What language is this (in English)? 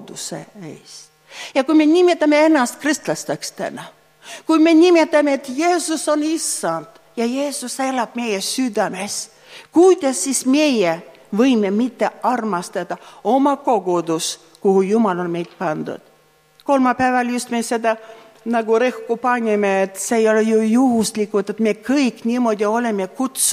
Estonian